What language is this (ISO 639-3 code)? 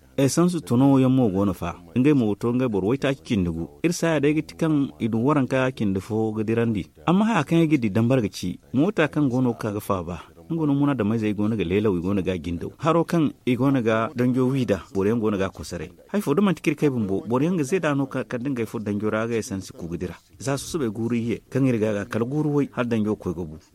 dje